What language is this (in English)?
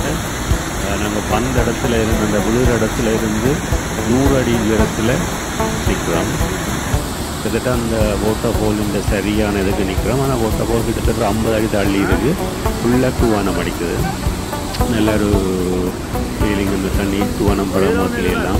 Tamil